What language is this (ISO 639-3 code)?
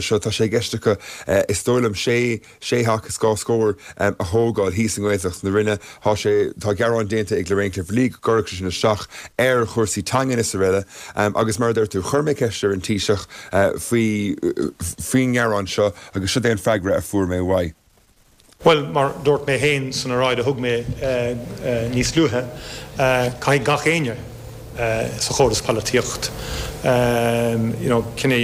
gle